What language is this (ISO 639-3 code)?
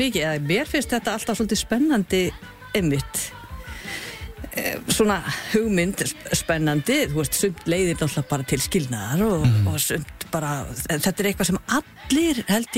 isl